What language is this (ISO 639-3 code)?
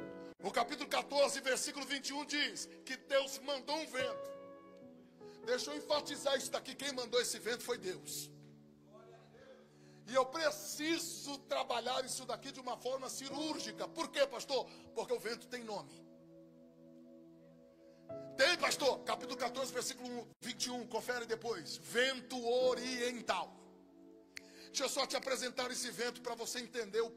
por